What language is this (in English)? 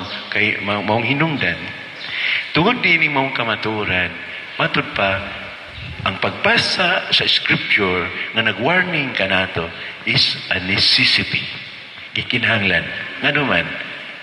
Cebuano